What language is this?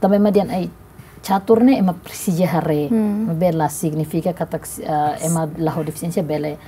Tetum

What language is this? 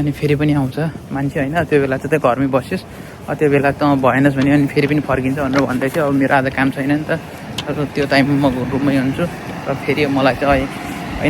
Nepali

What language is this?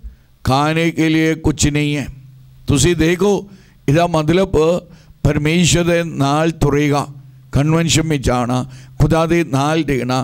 Punjabi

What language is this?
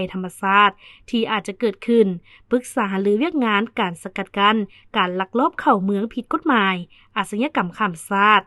Lao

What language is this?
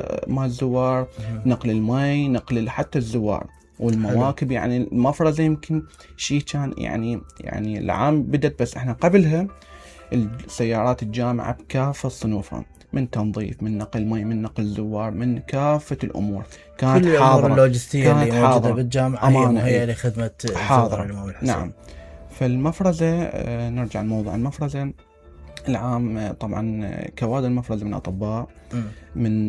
Mesopotamian Arabic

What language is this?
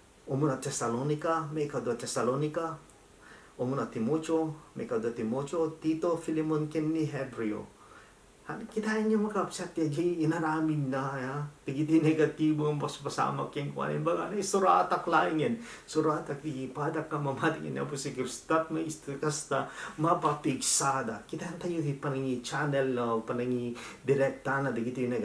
Iloko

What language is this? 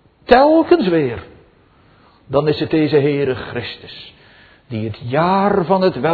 Dutch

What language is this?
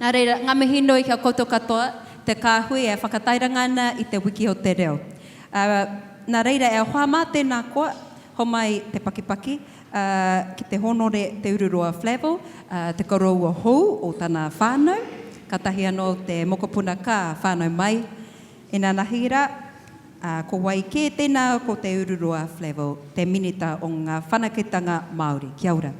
Māori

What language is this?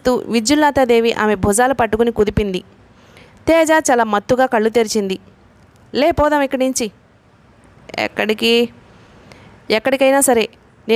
Telugu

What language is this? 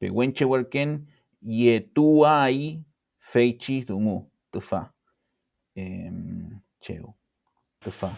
Mapuche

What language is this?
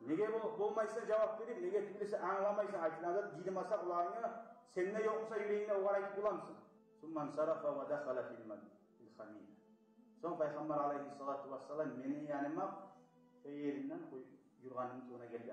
Kumyk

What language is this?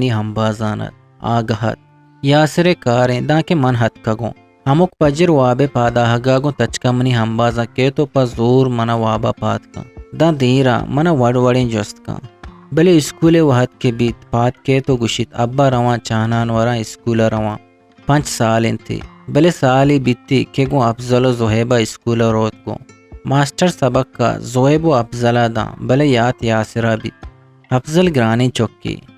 Eastern Balochi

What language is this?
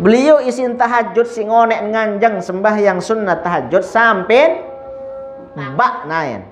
Sasak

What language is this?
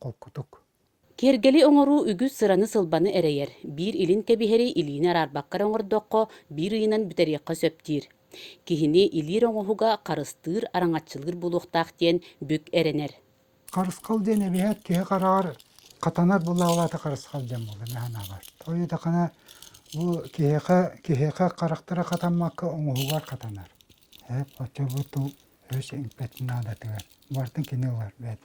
Yakut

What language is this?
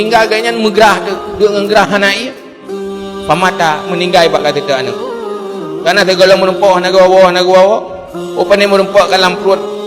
Achinese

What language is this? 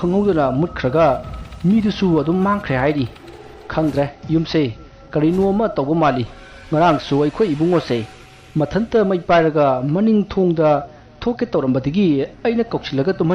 Manipuri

